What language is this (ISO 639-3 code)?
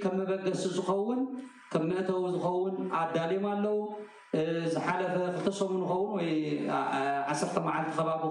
tir